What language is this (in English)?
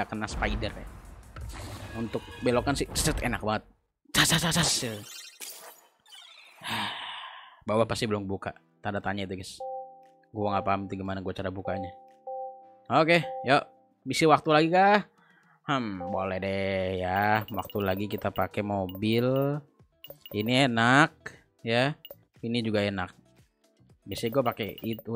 Indonesian